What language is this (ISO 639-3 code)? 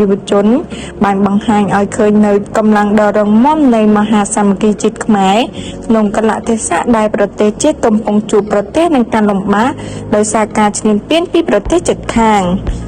khm